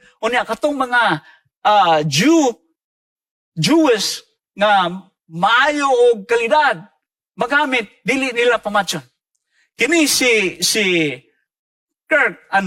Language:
Cebuano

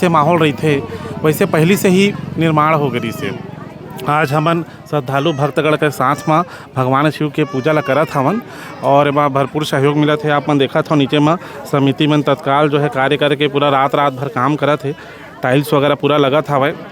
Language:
Chhattisgarhi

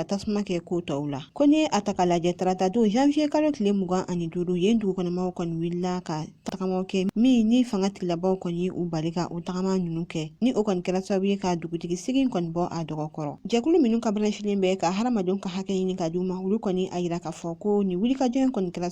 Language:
Bambara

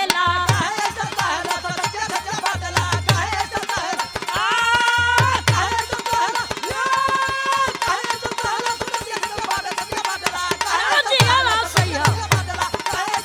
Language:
Bhojpuri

